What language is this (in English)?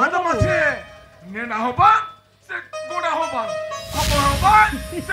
Santali